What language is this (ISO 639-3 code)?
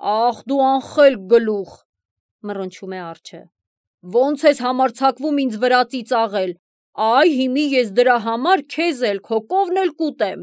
hye